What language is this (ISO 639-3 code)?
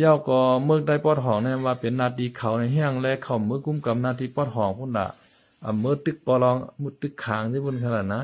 shn